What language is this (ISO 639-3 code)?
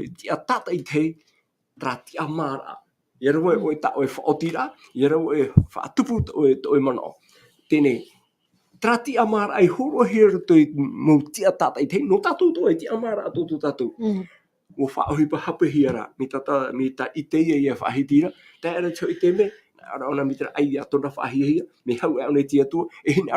tah